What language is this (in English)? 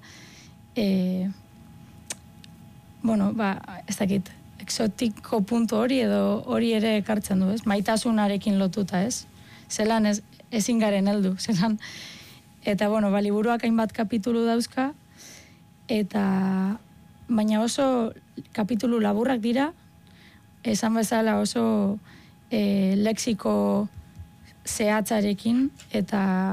Basque